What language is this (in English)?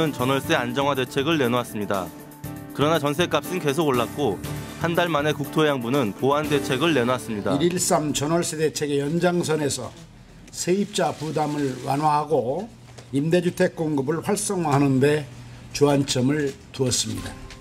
Korean